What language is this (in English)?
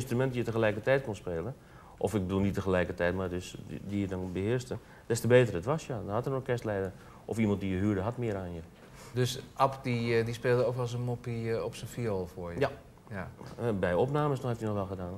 Dutch